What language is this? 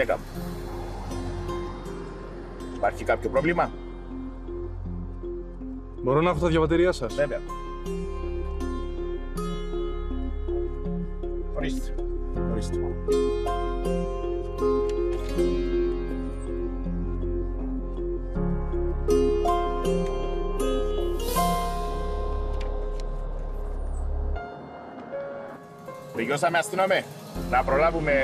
Greek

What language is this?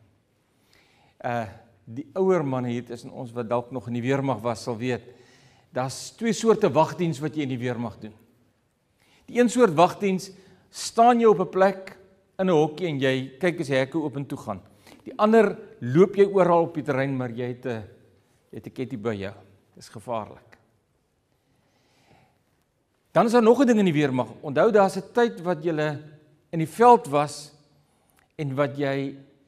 Afrikaans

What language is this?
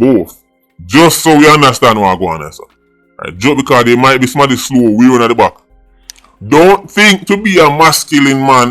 Jamaican Creole English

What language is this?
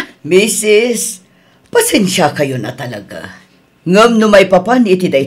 Iloko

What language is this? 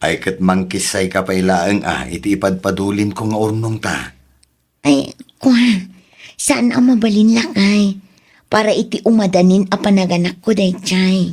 Iloko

